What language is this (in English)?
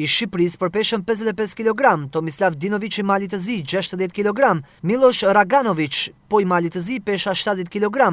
Albanian